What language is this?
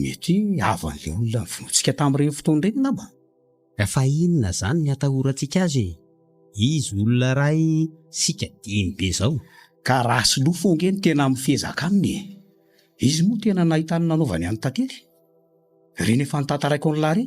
Malagasy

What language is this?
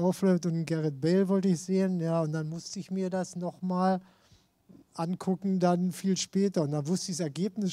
German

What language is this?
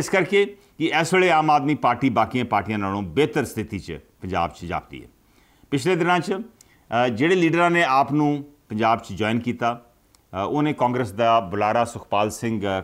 Punjabi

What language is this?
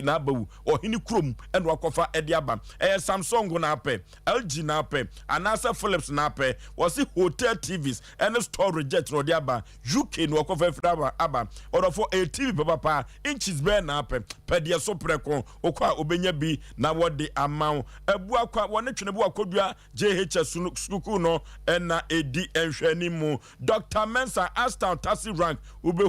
Akan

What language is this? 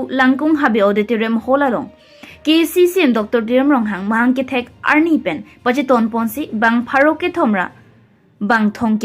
Karbi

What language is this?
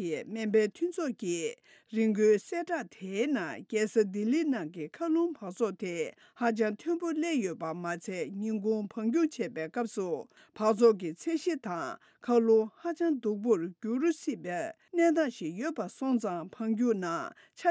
Tibetan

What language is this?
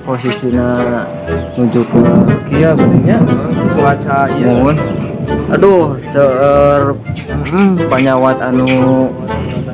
Sundanese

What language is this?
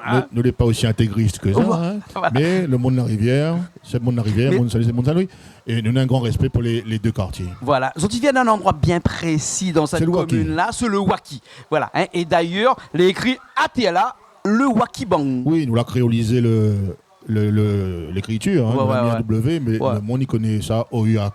Réunion Creole French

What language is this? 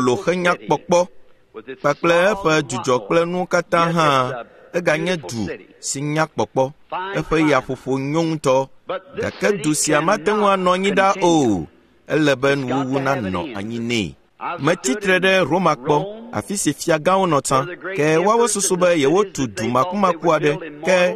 Ewe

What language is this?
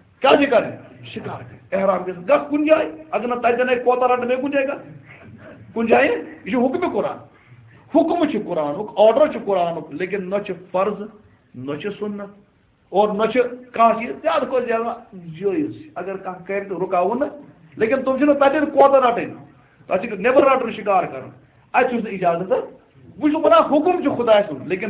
Kashmiri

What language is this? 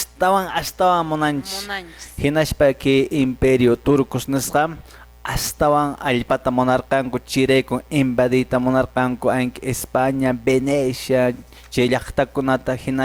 Quechua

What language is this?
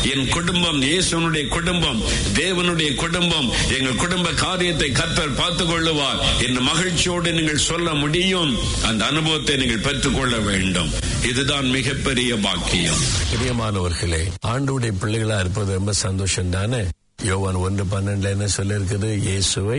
Tamil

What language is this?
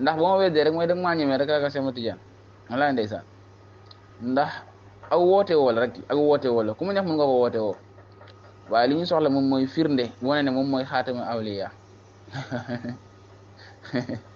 Wolof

